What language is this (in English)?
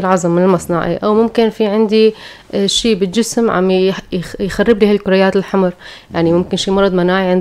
North Levantine Arabic